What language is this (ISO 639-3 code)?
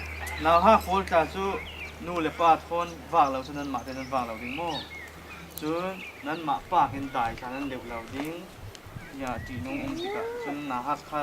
cfm